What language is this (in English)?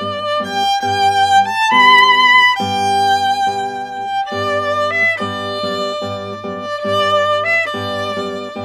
Bulgarian